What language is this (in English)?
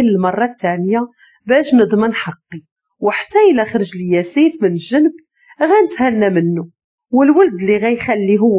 Moroccan Arabic